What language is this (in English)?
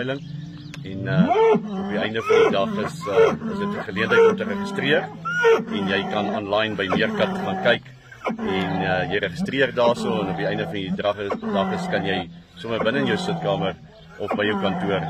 Afrikaans